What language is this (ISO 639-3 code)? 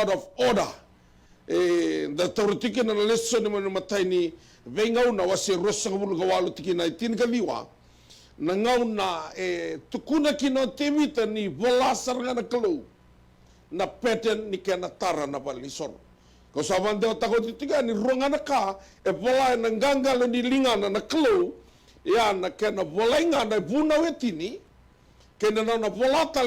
fij